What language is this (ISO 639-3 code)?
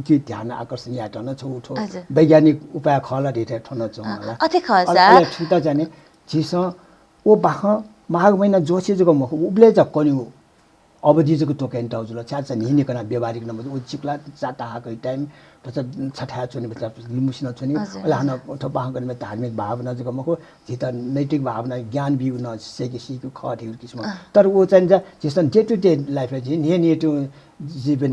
new